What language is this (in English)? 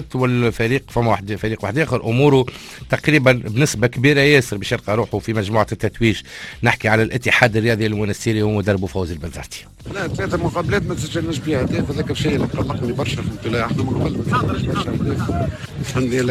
Tunisian Arabic